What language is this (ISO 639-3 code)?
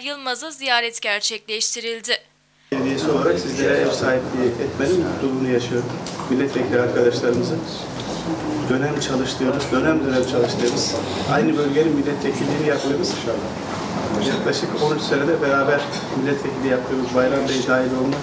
tur